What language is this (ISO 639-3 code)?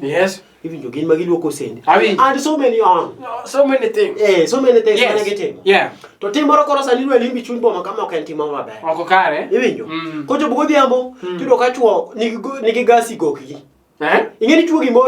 luo